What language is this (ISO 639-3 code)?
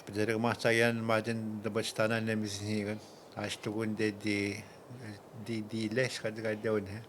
atj